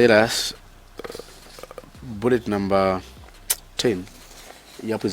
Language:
Nyanja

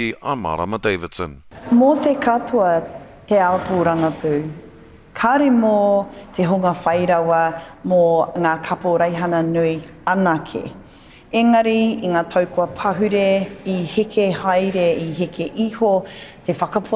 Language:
Māori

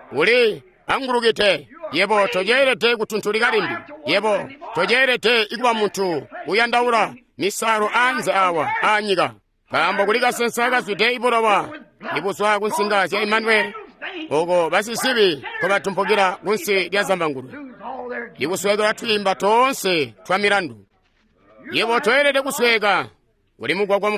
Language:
Tonga (Zambia)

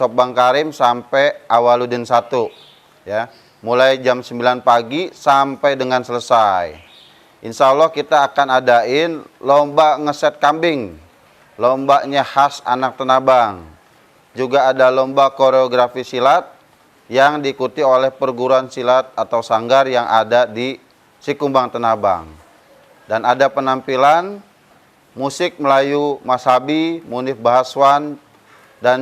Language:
Betawi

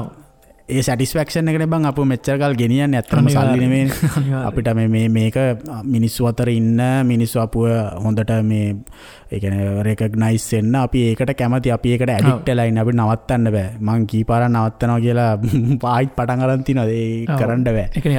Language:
Sinhala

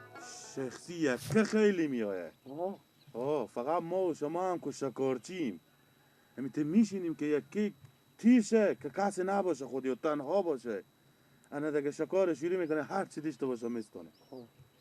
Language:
Persian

